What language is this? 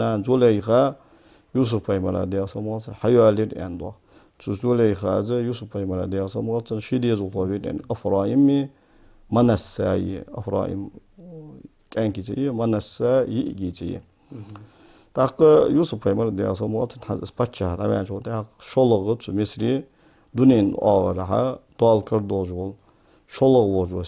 Ingush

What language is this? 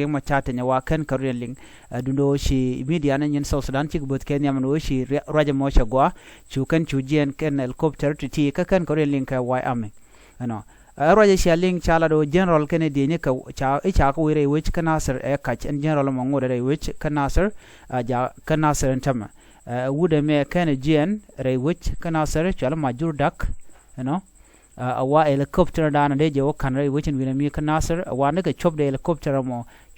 Nuer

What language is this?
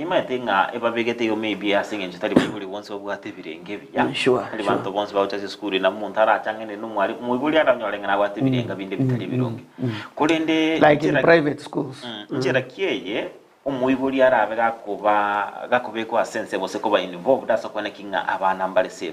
Gusii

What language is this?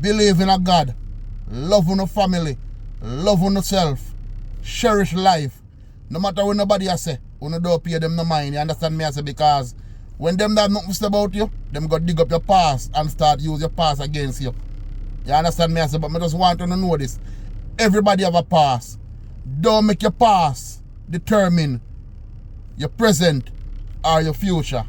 Jamaican Creole English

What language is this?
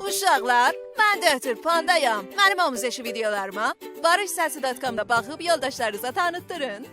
South Azerbaijani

